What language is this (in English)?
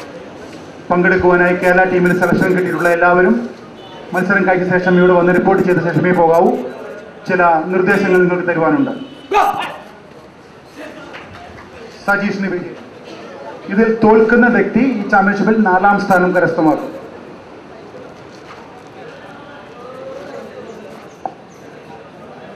Malayalam